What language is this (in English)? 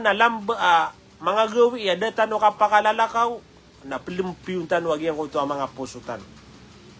Maranao